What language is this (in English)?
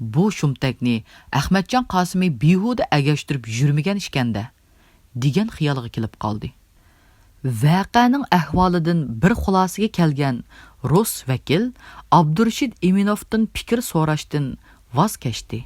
Uyghur